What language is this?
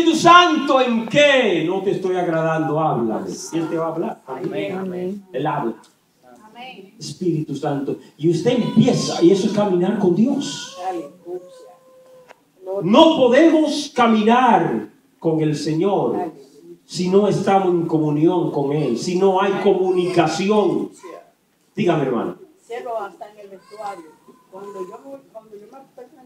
Spanish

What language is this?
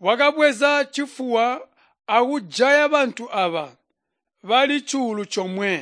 Tonga (Zambia)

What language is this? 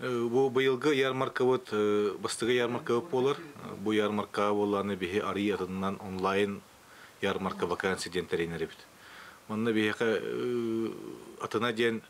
Yakut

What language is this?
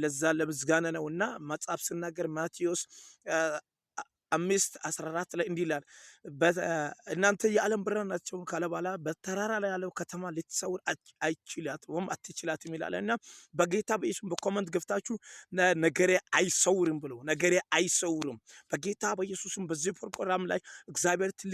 Amharic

